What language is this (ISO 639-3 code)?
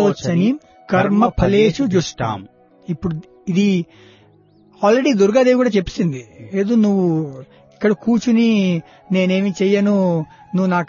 tel